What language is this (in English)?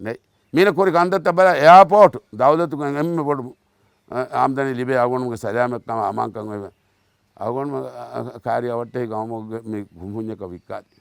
Divehi